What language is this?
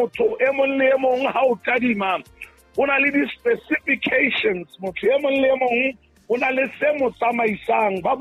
Southern Sotho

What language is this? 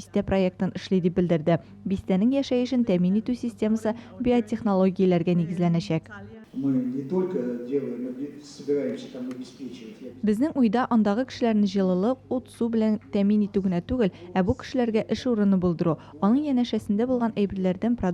Tatar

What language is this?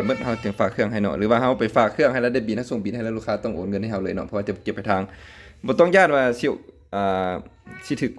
Lao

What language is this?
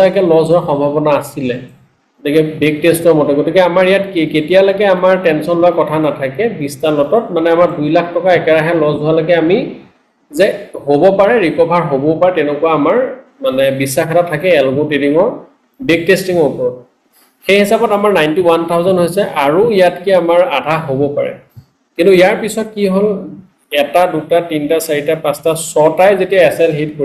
Assamese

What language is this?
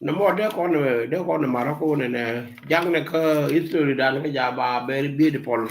Nuer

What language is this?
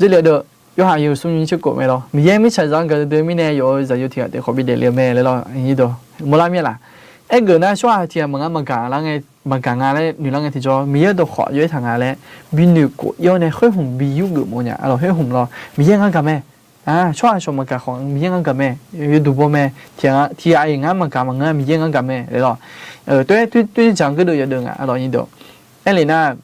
Akha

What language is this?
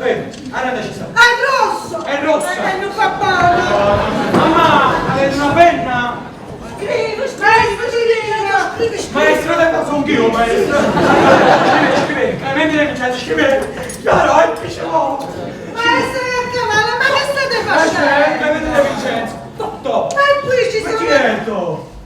Neapolitan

